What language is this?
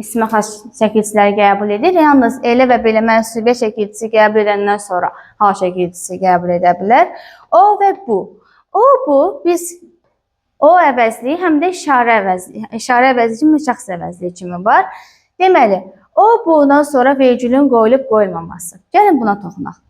Azerbaijani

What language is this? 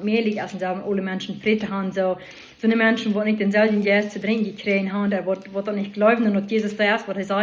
Plautdietsch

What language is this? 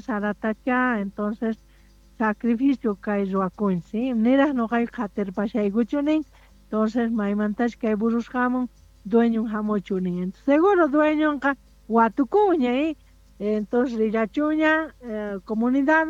South Bolivian Quechua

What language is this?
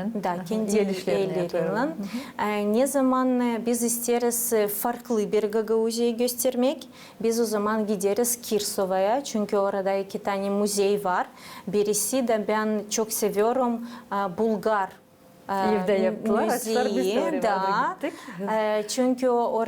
Gagauz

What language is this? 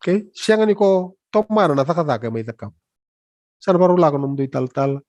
Fijian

